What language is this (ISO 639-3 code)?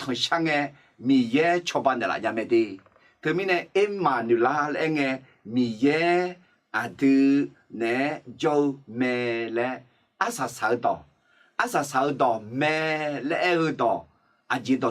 ahk